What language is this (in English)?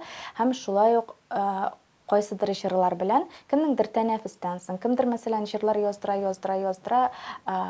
Tatar